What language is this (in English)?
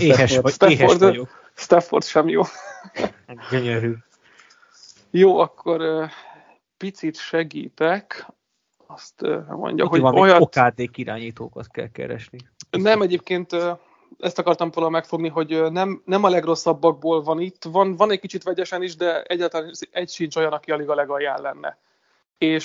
Hungarian